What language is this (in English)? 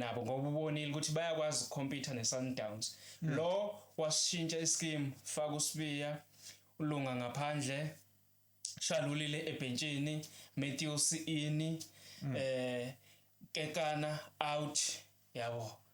Zulu